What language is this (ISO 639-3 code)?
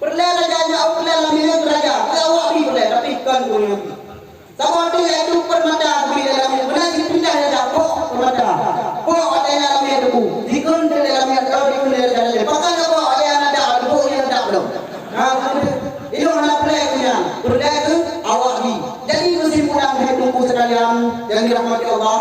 ace